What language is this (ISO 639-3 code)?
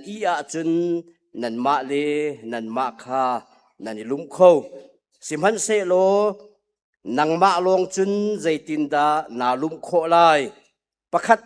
cnh